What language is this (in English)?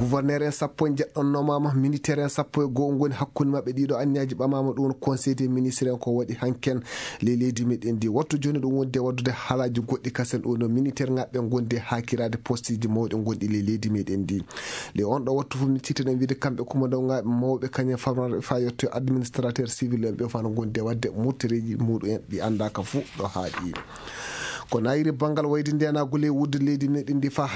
Fula